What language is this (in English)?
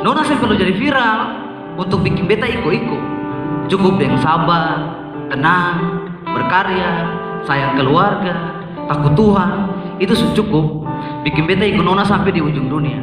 Ambonese Malay